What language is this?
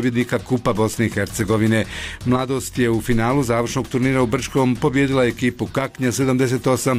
Bosnian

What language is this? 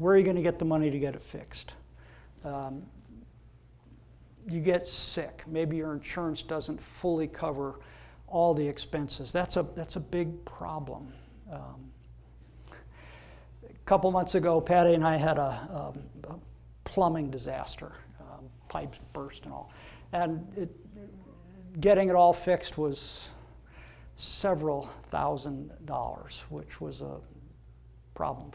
English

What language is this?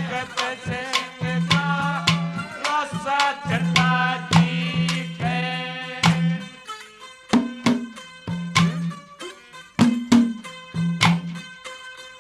Hindi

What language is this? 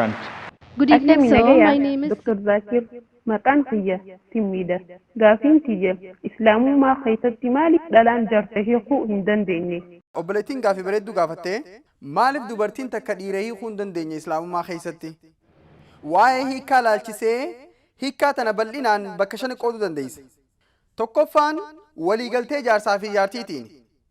Oromo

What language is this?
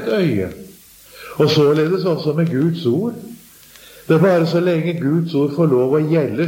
Norwegian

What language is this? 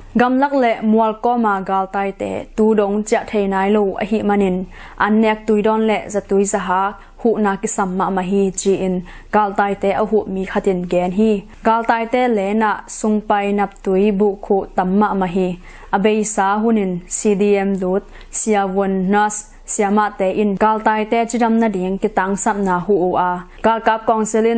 Tedim Chin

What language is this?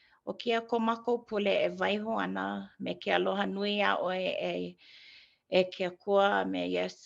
Hawaiian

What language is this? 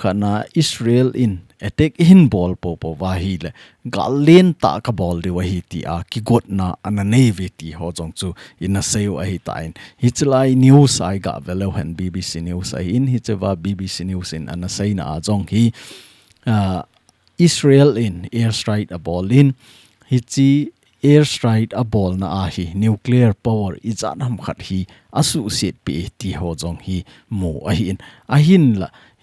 Thado Chin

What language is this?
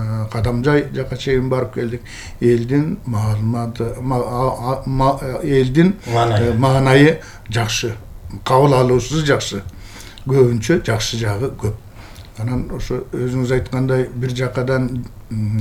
Kyrgyz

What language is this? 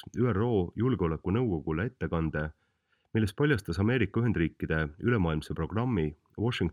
Estonian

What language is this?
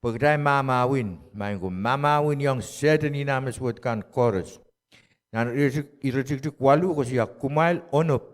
Pohnpeian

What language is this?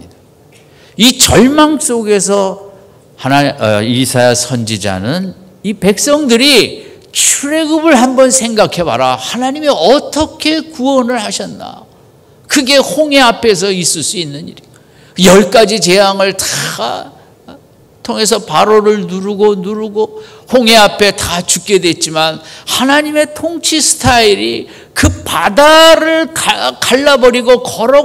Korean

